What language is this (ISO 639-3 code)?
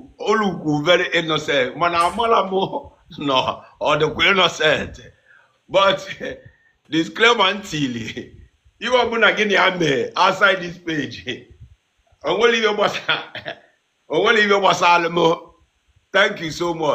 ibo